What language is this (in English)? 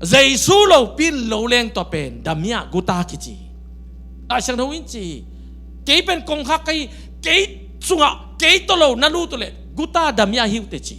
Tedim Chin